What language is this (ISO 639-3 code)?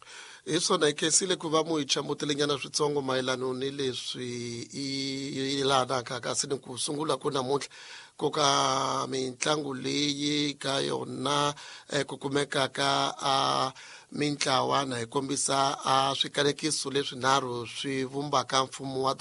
tso